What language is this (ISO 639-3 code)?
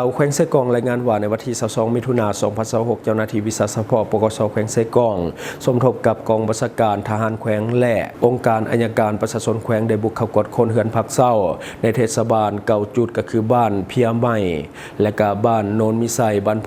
lao